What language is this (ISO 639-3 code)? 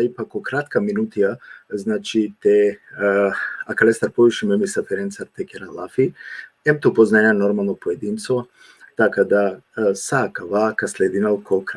rmn